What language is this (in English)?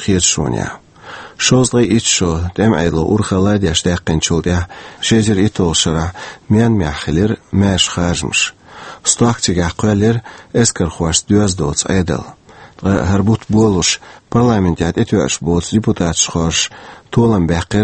Chechen